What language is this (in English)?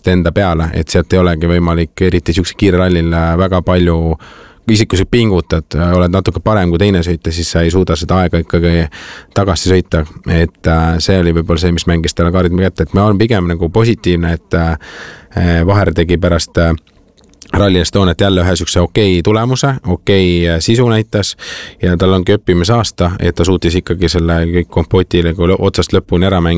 Estonian